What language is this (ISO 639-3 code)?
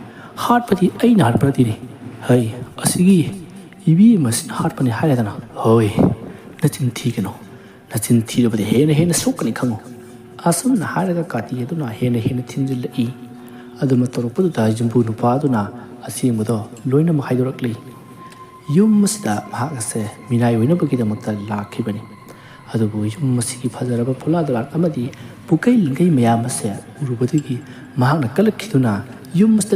mni